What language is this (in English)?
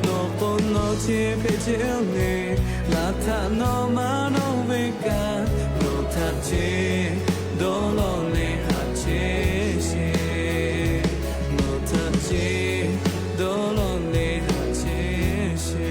Lahu